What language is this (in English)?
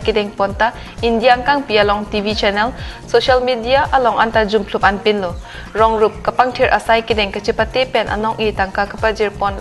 Karbi